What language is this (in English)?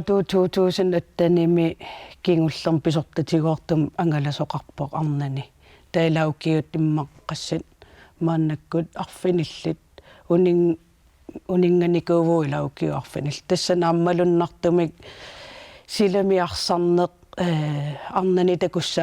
Kalaallisut